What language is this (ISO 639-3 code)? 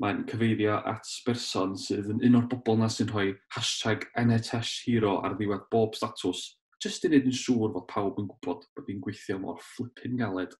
cym